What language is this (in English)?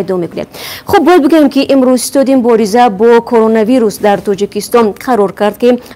Tajik